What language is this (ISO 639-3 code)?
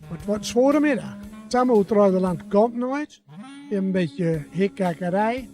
gos